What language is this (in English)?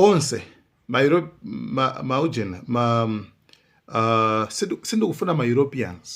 Nyanja